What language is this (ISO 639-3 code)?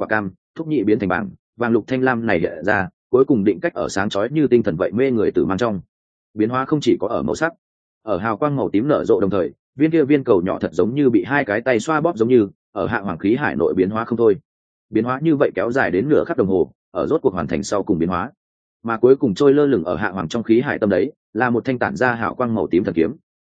vie